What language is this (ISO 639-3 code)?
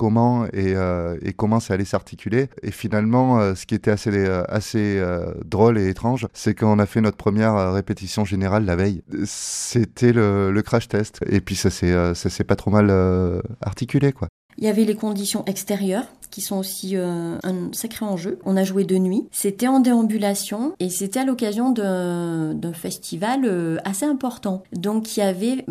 fra